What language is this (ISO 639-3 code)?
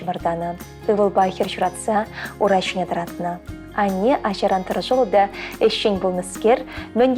chv